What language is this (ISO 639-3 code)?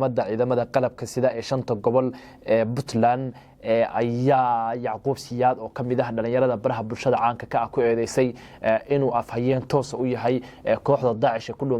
som